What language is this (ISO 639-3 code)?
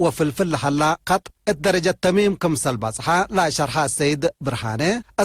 tig